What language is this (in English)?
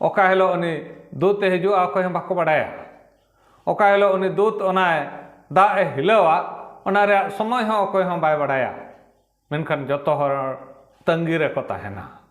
Santali